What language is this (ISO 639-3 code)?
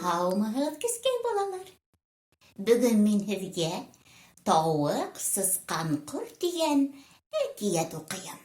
bak